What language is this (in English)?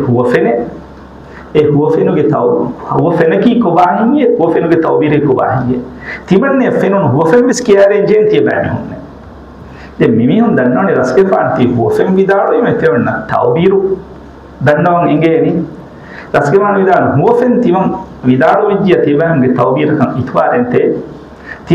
Divehi